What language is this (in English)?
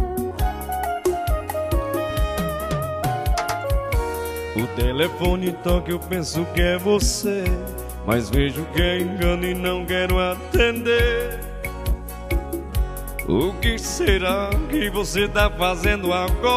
Portuguese